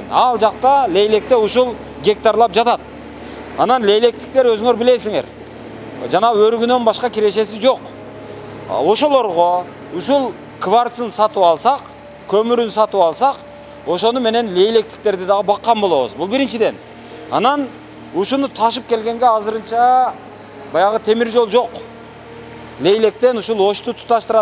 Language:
Kyrgyz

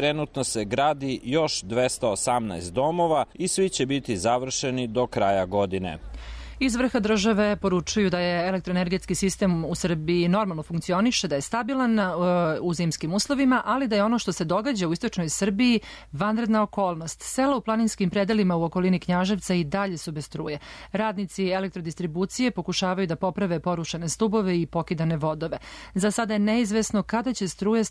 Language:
Serbian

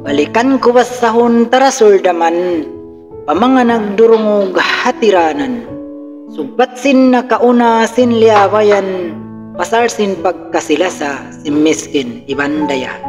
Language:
Tausug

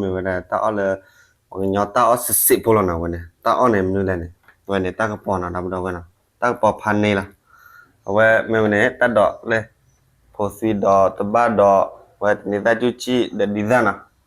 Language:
S'gaw Karen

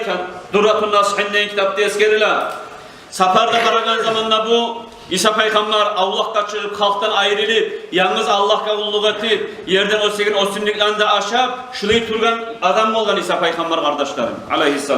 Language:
Kumyk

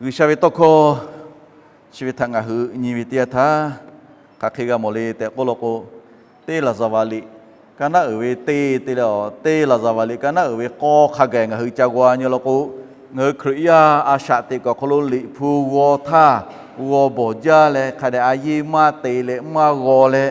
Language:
Lahu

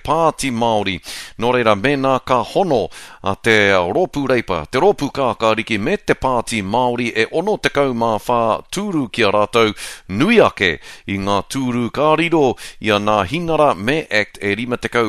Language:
Māori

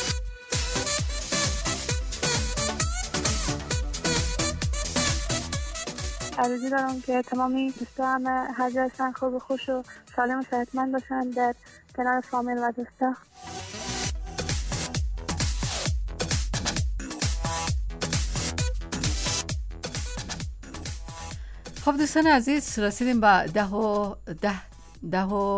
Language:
Persian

